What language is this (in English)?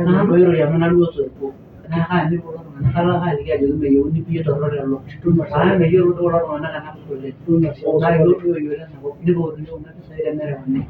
Masai